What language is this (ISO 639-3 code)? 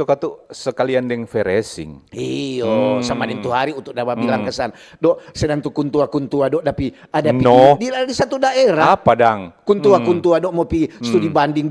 xmm